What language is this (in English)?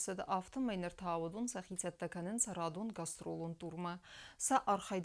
Ossetic